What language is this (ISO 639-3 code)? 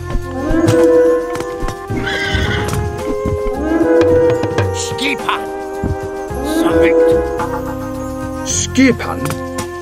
isl